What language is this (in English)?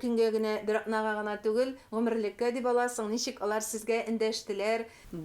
Tatar